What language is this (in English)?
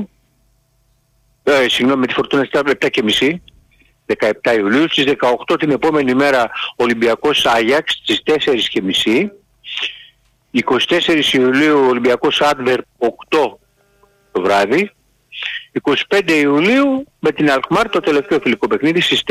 Greek